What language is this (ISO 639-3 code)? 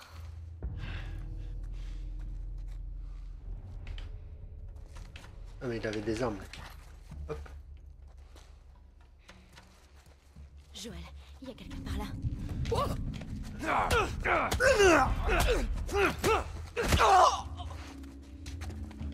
fra